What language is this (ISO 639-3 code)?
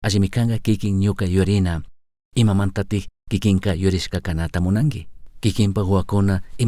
qug